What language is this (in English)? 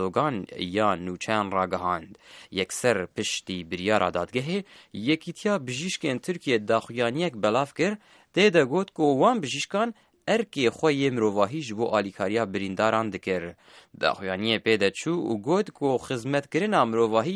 Kurdish